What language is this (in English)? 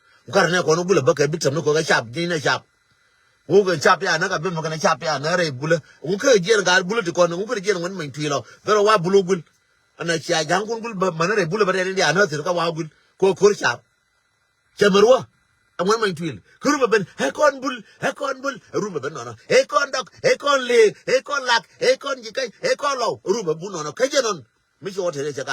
Nuer